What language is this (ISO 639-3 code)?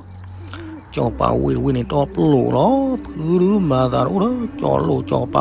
ksw